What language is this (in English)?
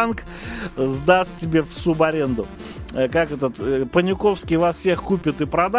Russian